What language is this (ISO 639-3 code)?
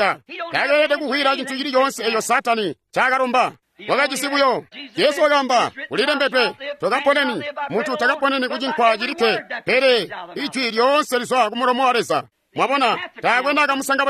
toi